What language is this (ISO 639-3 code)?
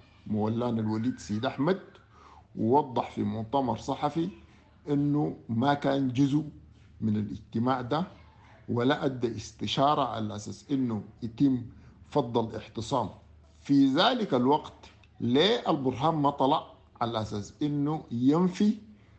apd